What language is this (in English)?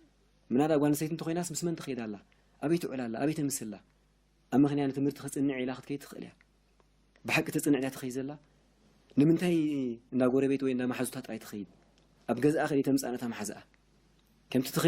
Tigrinya